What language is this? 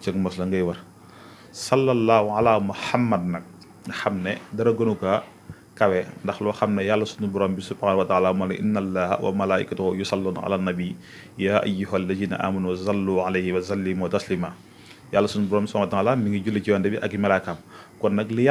Wolof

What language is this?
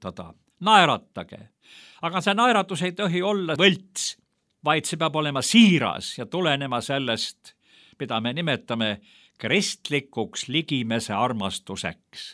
Estonian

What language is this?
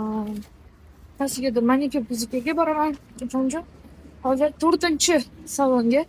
Uzbek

